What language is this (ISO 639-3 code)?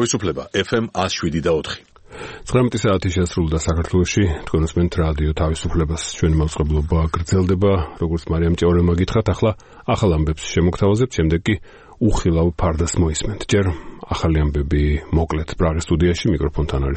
kat